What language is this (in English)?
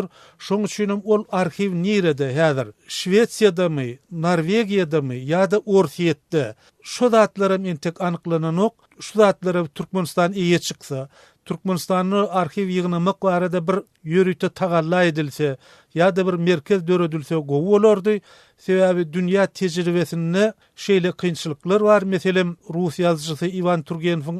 Turkmen